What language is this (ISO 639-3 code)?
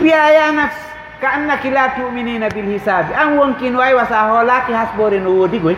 ful